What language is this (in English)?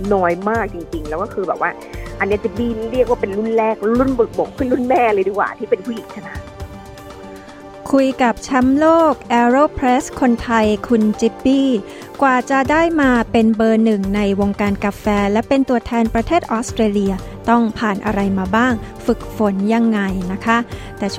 Thai